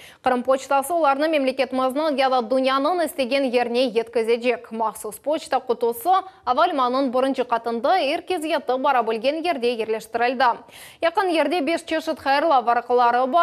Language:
Crimean Tatar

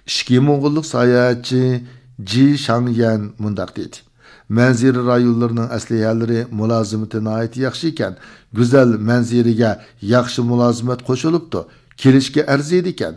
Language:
Uyghur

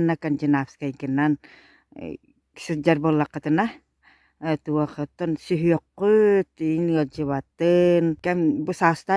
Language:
Yakut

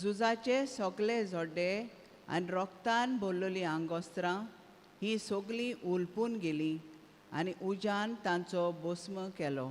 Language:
Konkani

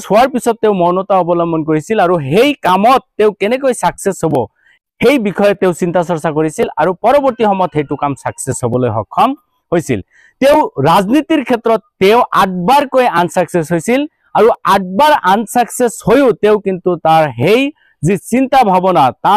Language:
Assamese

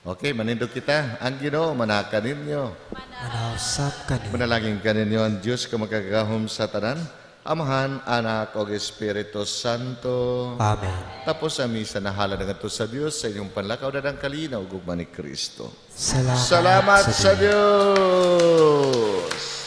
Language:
Cebuano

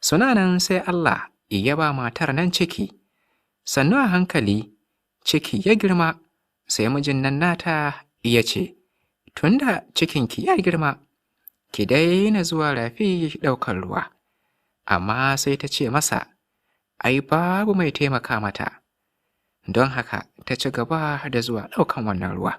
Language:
Hausa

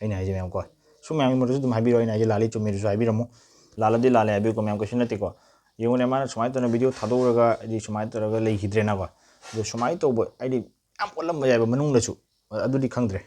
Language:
Manipuri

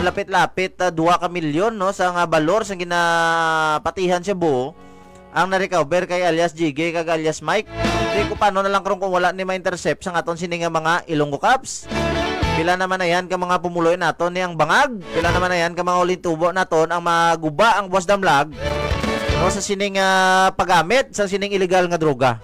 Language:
Hiligaynon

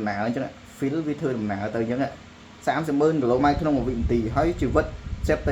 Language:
Khmer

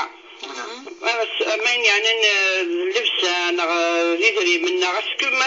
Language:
Kabyle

